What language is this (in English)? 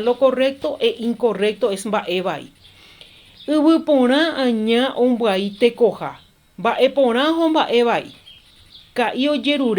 Guarani